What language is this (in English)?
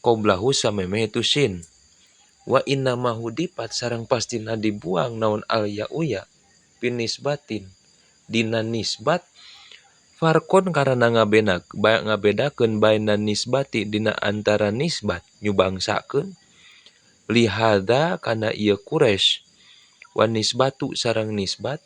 Sundanese